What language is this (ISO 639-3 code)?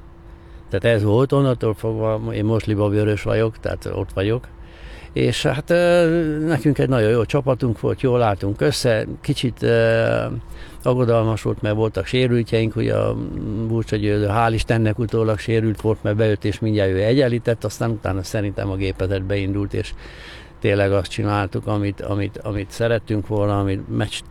hun